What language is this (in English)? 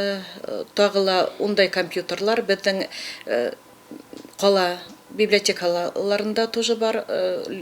Bashkir